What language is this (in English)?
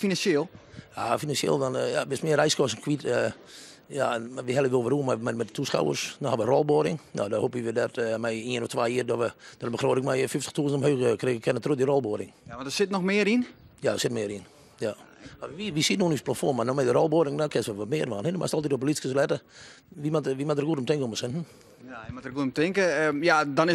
Western Frisian